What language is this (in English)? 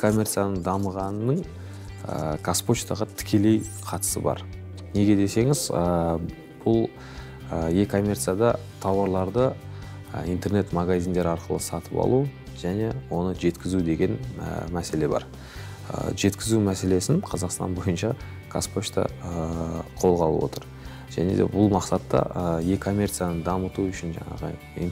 Kazakh